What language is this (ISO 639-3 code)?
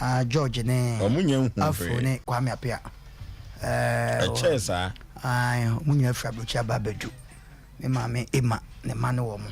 aka